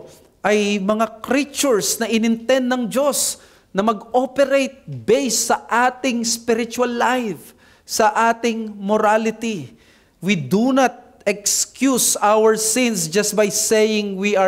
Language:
Filipino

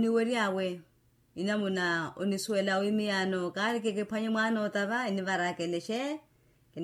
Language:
Makhuwa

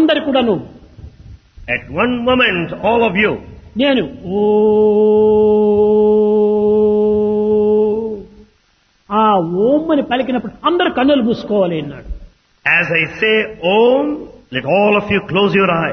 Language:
Telugu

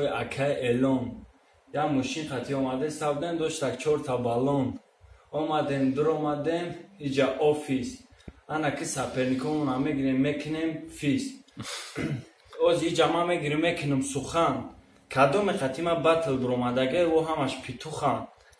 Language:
Tajik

